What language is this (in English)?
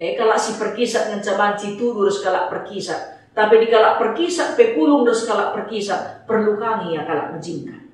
Batak Karo